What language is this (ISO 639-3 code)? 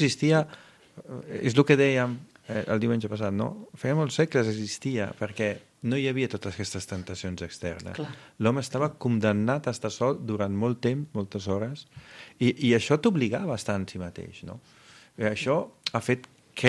cat